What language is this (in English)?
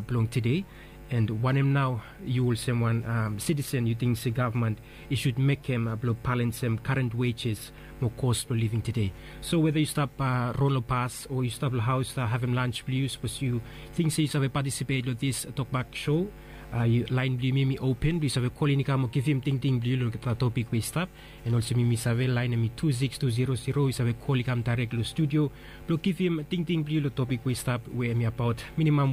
Bislama